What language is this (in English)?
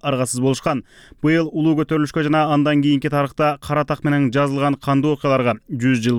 Kyrgyz